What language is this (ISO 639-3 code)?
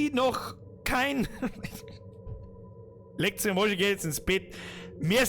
bar